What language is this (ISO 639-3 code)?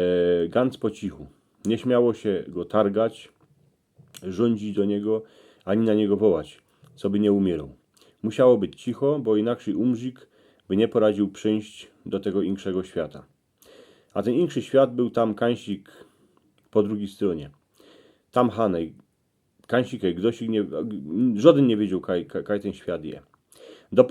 szl